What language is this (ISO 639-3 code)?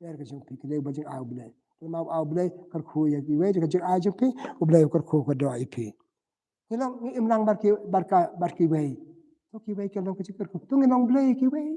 kha